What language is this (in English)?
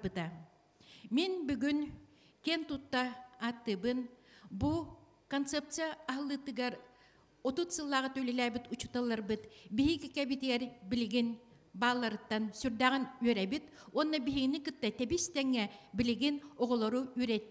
Yakut